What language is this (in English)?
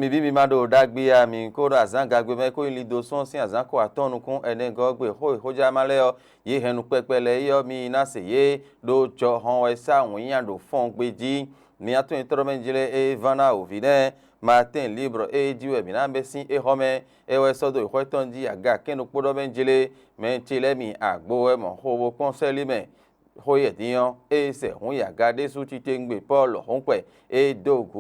Fon